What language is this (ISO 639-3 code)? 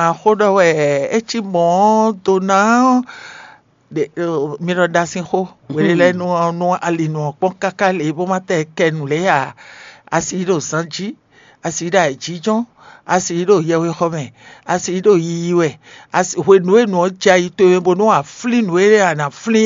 fon